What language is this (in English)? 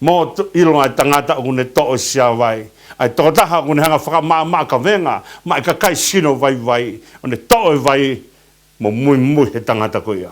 Tongan